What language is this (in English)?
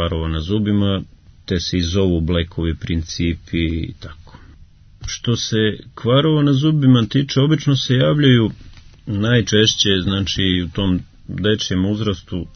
Serbian